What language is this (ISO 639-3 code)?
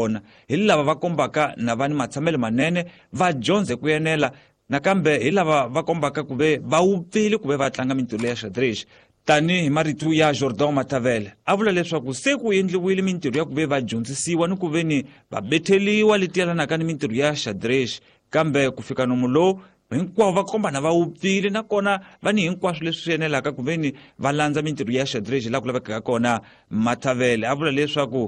tso